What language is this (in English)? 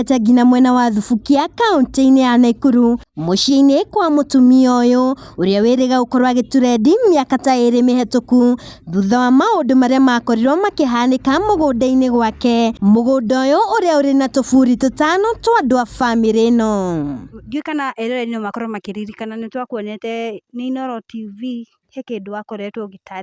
Kikuyu